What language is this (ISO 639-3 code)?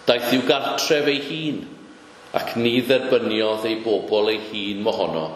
cym